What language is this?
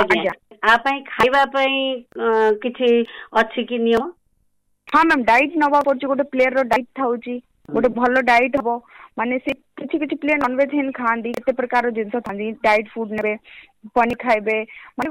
Odia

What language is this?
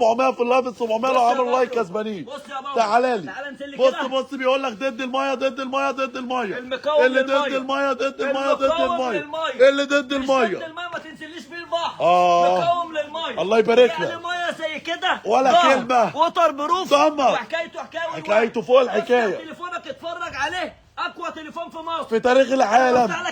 Egyptian Arabic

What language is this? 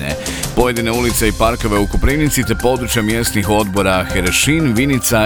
Croatian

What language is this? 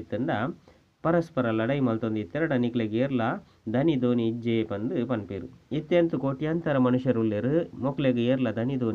Tulu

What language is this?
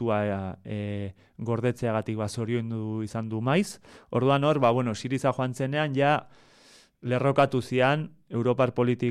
Basque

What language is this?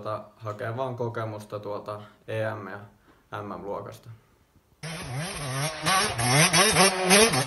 Finnish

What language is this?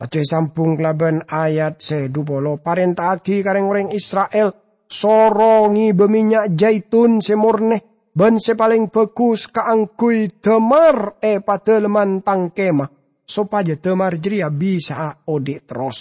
Madurese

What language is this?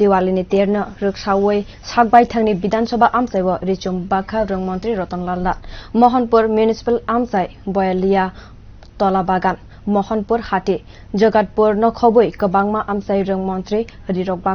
Kok Borok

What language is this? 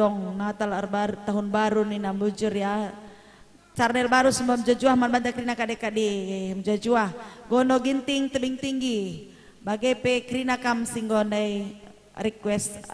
Batak Karo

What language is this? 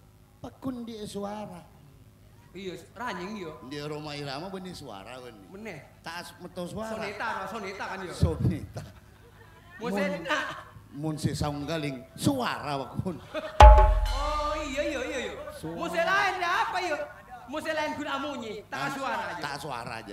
Madurese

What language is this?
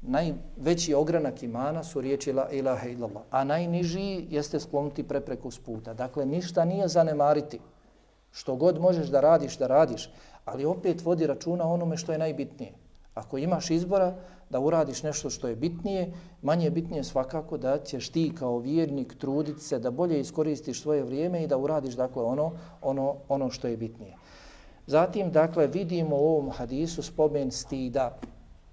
Bosnian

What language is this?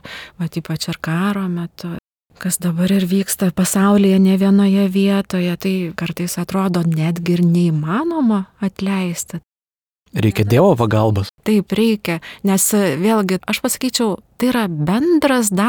Lithuanian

